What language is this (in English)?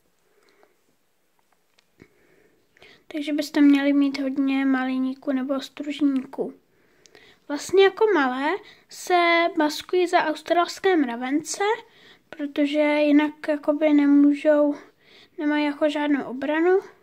Czech